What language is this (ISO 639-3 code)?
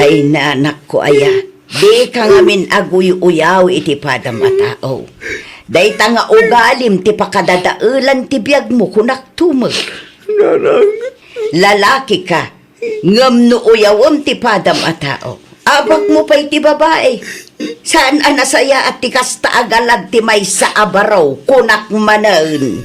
ilo